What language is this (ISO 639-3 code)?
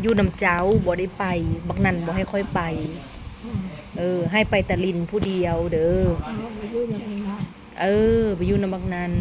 tts